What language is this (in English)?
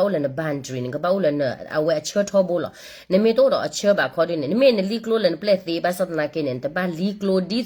S'gaw Karen